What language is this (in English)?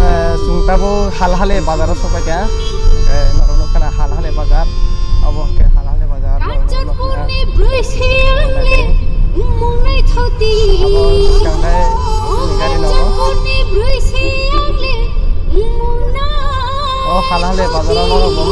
Kok Borok